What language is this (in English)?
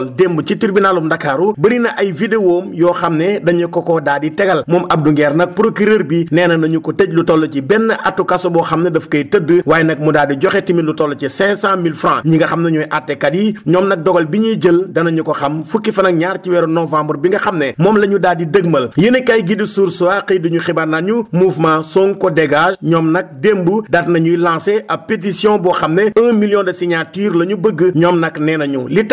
Wolof